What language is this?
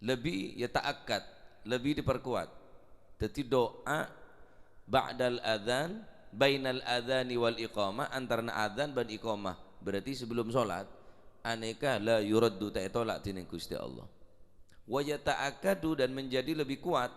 Madurese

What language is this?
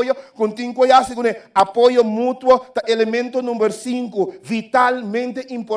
Papiamento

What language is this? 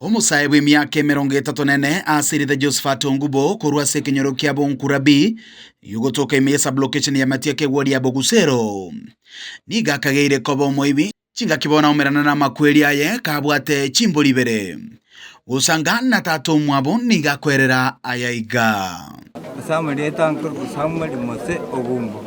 Gusii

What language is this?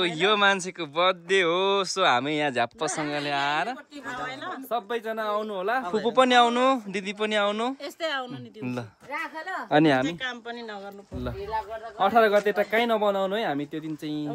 Nepali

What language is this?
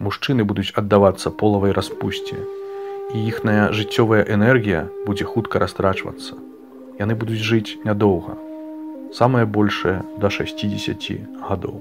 Belarusian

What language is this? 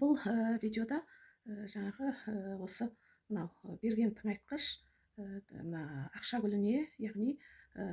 Kazakh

